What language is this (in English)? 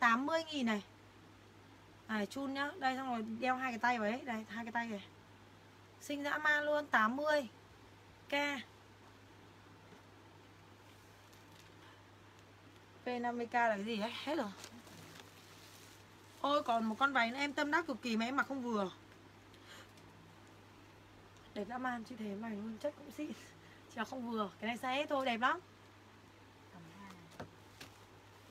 Vietnamese